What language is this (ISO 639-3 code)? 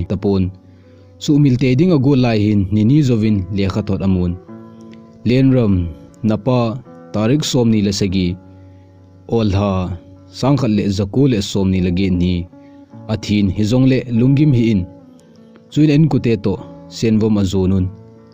tcz